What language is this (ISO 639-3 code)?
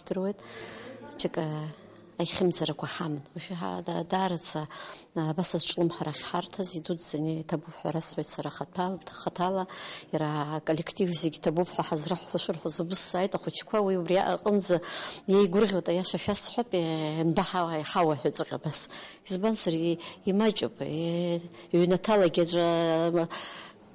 abk